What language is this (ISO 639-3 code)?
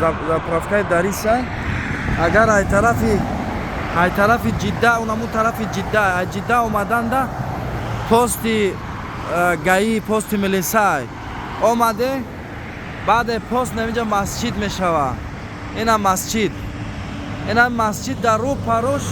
tgk